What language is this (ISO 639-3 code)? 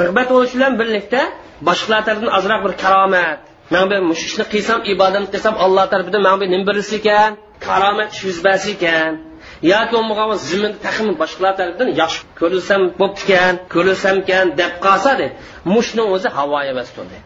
uig